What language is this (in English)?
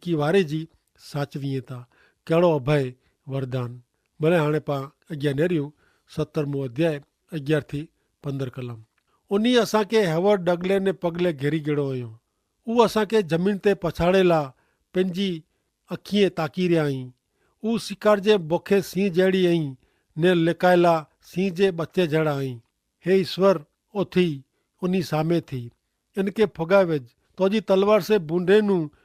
Kachhi